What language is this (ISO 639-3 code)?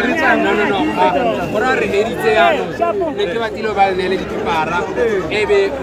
tsn